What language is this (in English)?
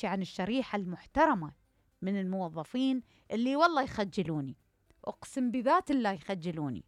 Mesopotamian Arabic